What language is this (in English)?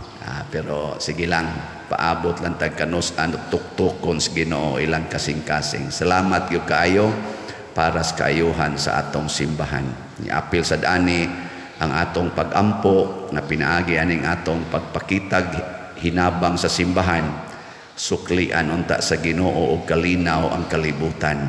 Cebuano